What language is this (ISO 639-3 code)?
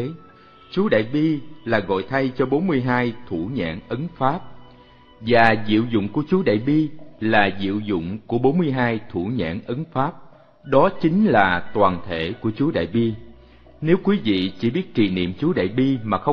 vie